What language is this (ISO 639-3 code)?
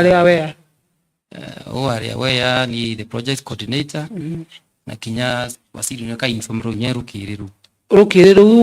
mer